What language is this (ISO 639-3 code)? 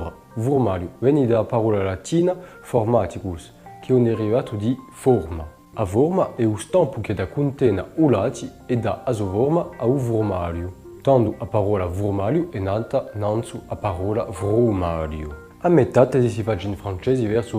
cos